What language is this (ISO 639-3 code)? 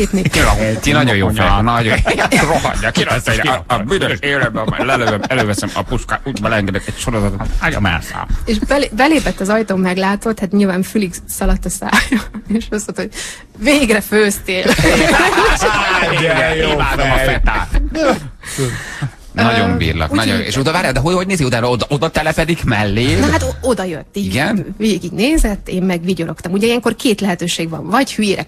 hun